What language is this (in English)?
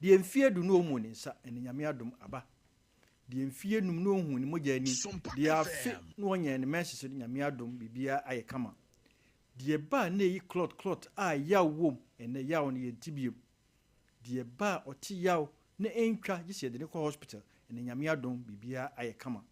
Akan